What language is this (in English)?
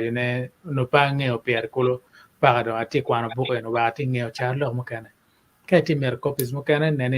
Acoli